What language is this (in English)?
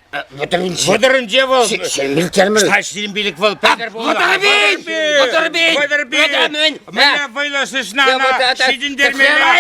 Chuvash